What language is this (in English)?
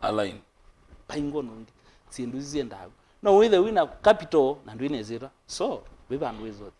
Kamba